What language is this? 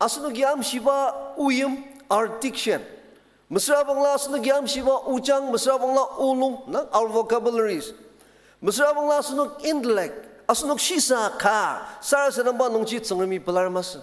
Ao Naga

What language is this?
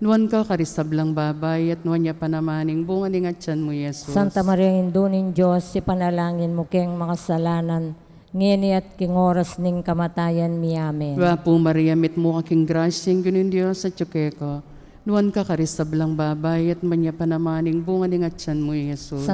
Pampanga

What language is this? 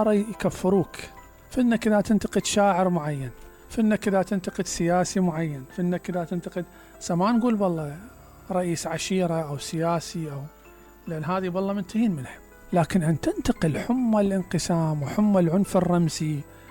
Mesopotamian Arabic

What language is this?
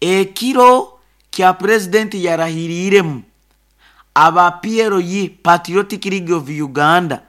Nyoro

